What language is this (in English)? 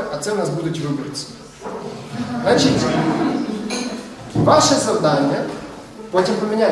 Ukrainian